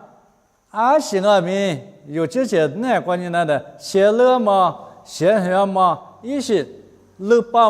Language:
Lisu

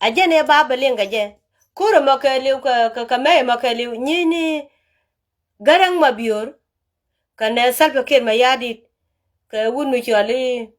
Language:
Nuer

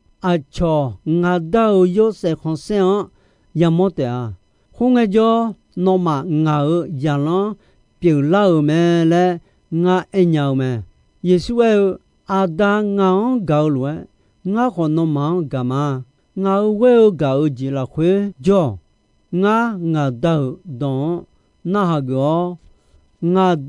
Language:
Akha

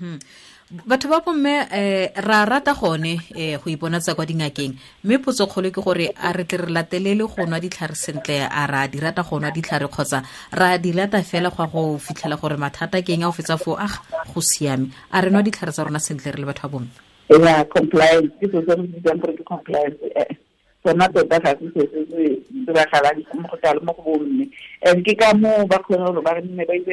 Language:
Tswana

